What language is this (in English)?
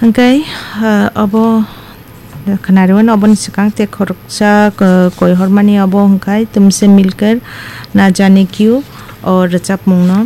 Kok Borok